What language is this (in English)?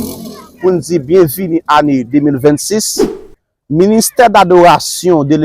Haitian Creole